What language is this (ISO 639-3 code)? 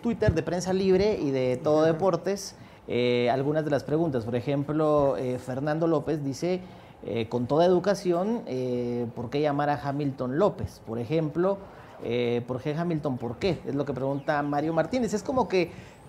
spa